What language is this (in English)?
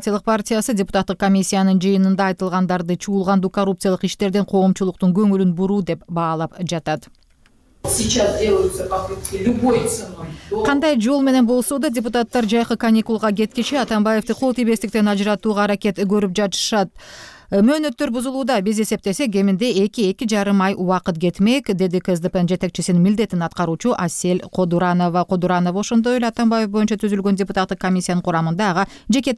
Kyrgyz